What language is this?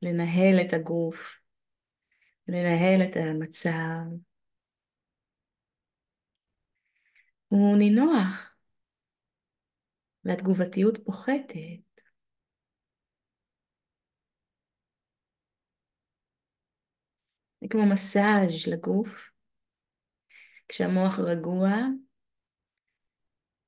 Hebrew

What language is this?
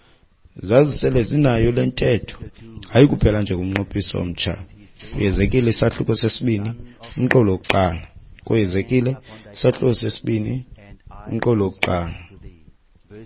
Xhosa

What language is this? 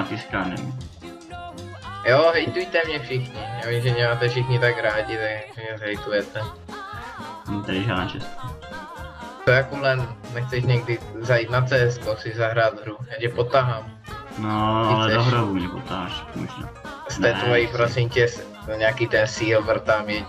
Czech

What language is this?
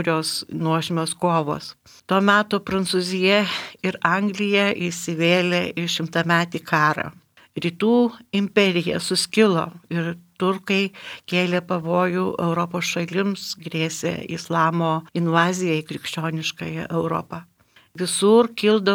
Lithuanian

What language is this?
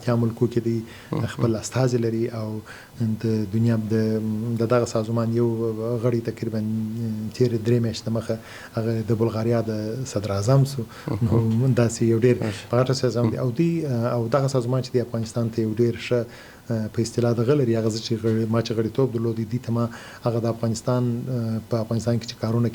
Pashto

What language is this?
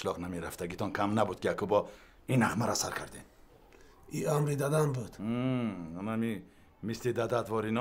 Tajik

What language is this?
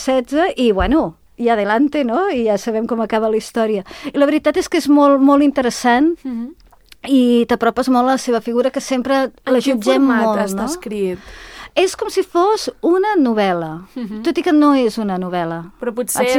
Catalan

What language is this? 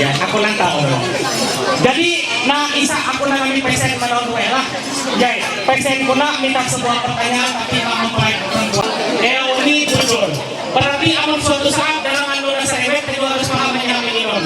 Ma'anyan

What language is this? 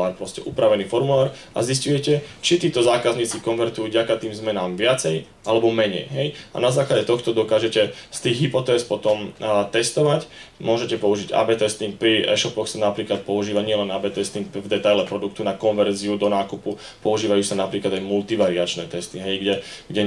Slovak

